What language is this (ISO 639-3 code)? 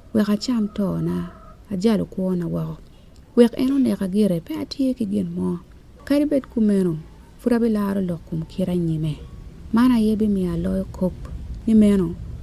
ach